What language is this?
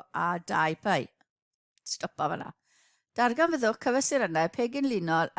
Welsh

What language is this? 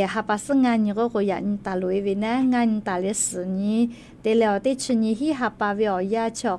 Lahu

